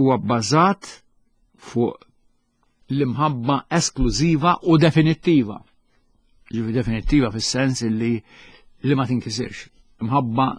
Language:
Maltese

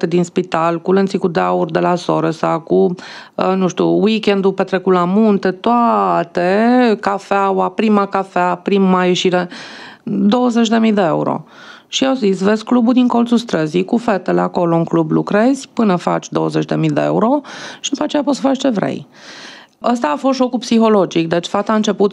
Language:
Romanian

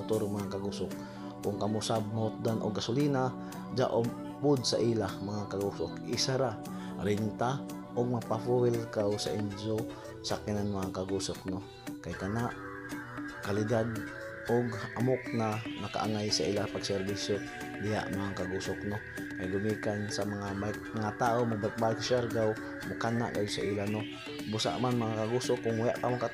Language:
Surigaonon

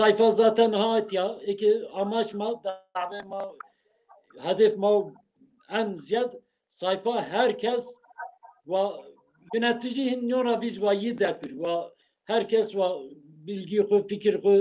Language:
Zaza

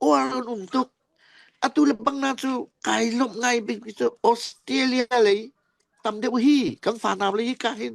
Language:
Falam Chin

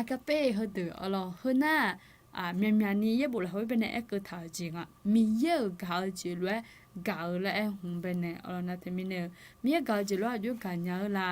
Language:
Akha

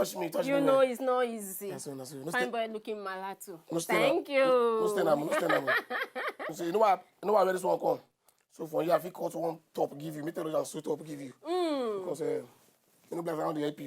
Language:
Nigerian Pidgin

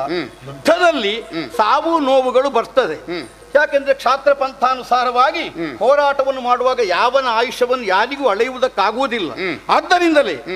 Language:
Kannada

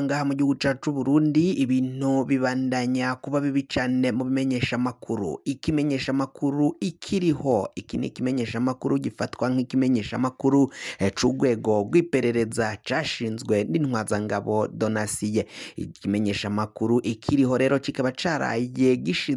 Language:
Rundi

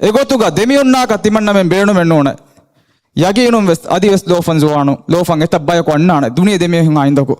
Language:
Divehi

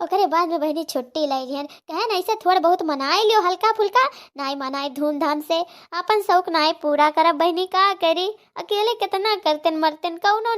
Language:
Awadhi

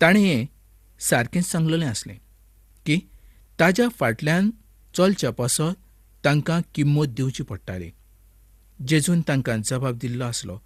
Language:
Konkani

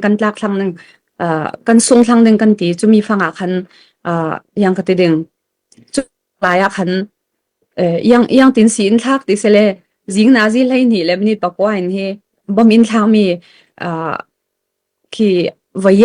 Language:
Falam Chin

